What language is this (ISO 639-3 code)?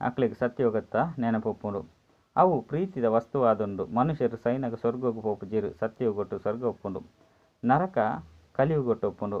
tcy